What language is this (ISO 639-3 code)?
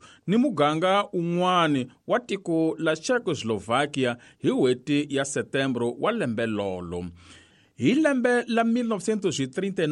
tso